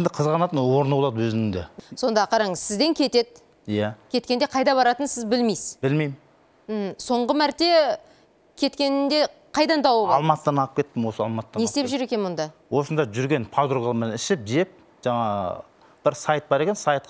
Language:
Kazakh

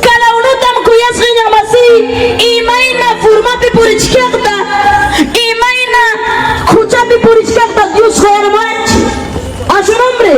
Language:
Ayacucho Quechua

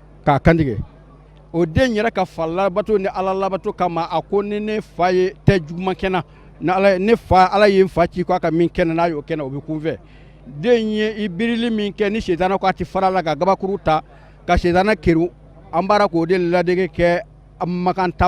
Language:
Bambara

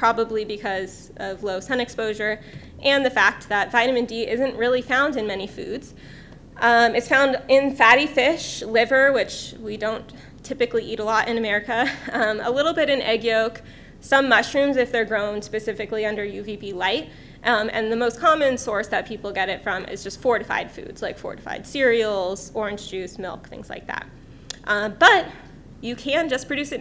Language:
English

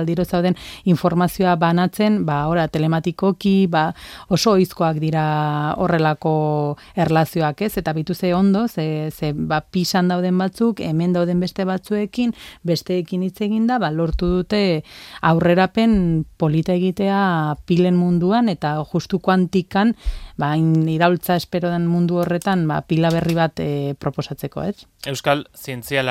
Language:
Basque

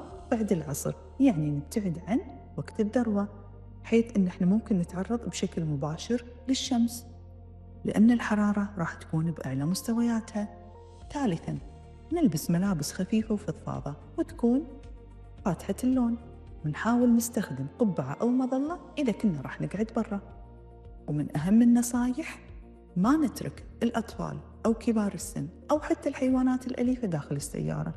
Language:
Gulf Arabic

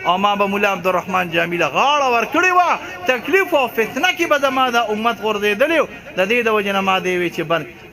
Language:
Pashto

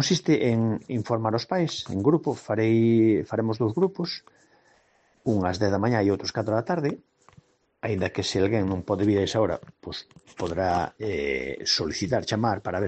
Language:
Galician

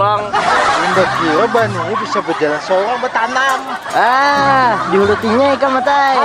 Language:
Banjar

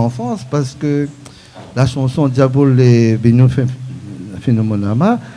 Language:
Réunion Creole French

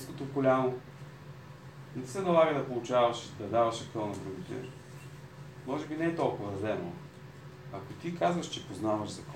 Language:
Bulgarian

